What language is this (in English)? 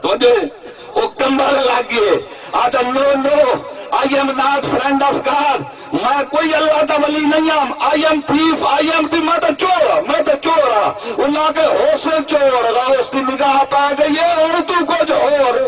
Saraiki